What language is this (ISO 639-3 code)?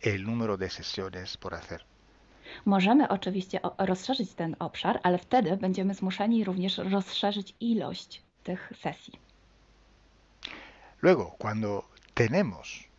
pol